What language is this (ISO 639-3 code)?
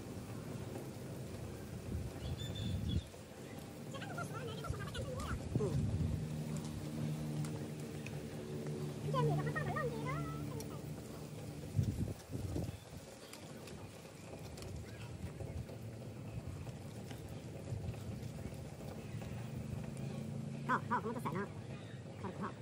vie